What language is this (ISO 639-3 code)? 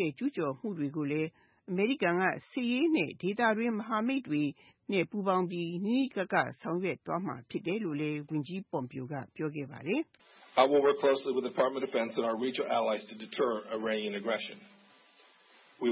mya